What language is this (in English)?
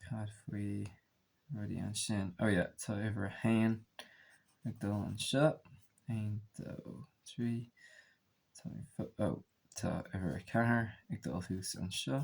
Irish